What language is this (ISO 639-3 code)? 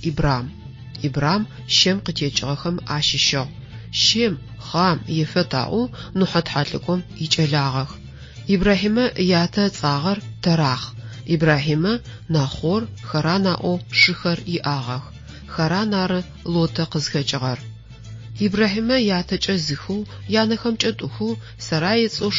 ady